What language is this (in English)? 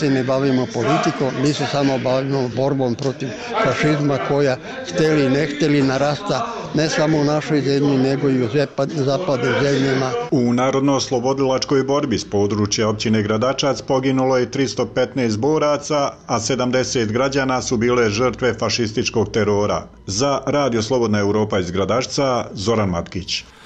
Bosnian